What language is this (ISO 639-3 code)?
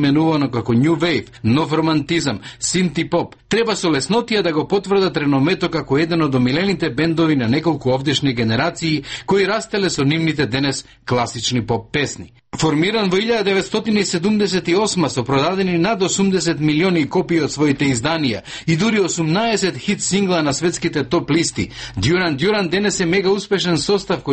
mkd